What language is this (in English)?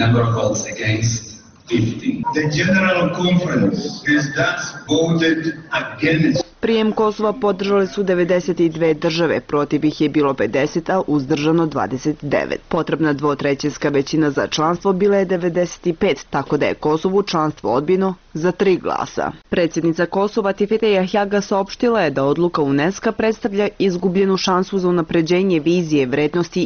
Bosnian